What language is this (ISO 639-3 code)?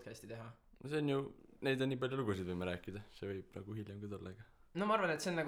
est